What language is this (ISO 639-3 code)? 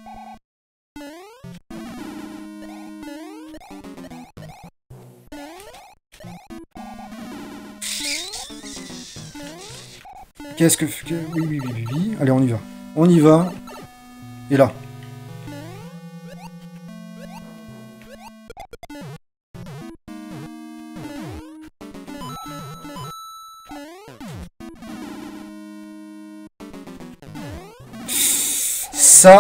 fra